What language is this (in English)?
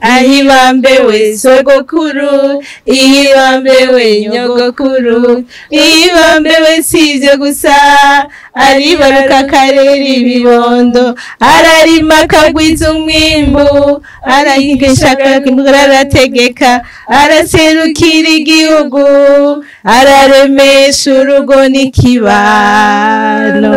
Rundi